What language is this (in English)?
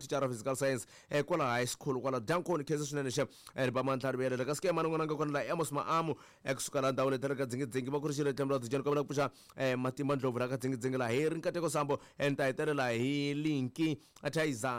Tsonga